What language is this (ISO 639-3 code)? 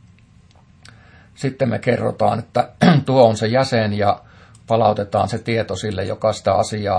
fin